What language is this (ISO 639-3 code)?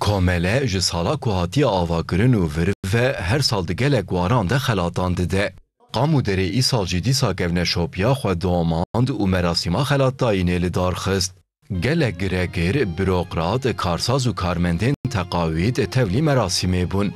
kur